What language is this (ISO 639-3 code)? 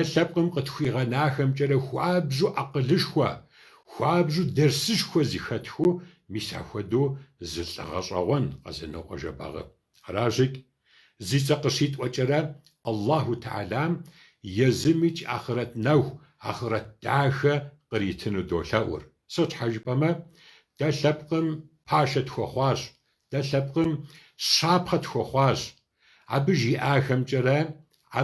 kbd